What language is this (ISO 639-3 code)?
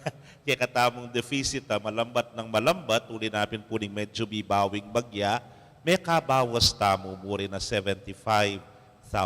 pam